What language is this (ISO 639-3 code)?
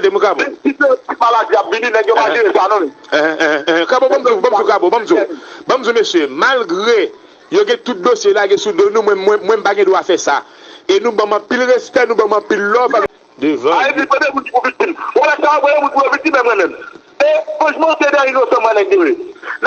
hat